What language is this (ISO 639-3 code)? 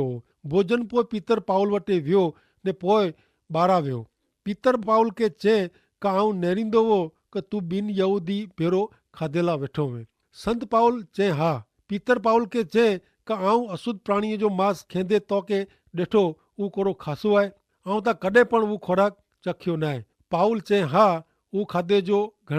kfr